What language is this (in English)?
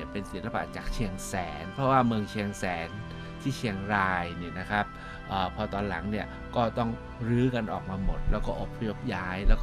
Thai